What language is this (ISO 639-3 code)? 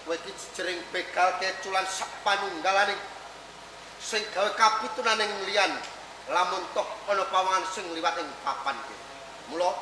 jav